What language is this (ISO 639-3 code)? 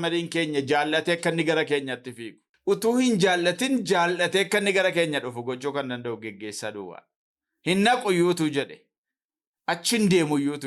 orm